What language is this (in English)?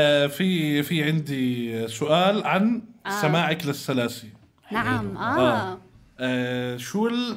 North Levantine Arabic